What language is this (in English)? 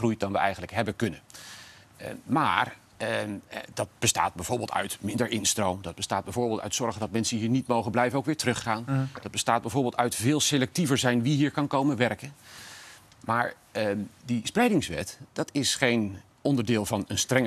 Dutch